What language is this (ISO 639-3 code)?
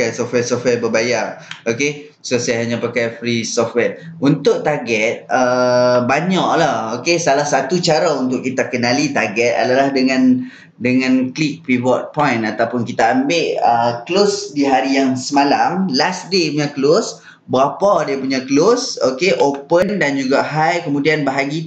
msa